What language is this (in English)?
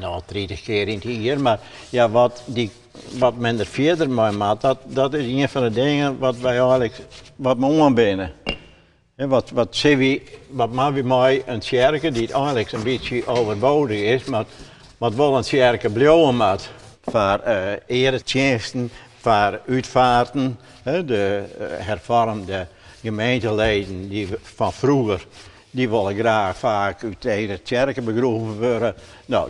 Western Frisian